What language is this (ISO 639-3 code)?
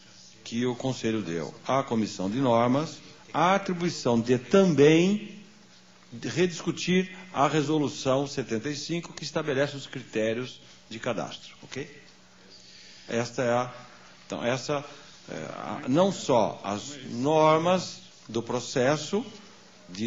por